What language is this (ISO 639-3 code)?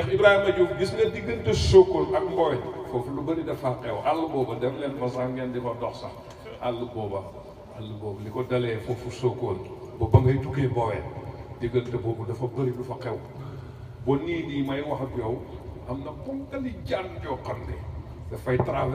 wol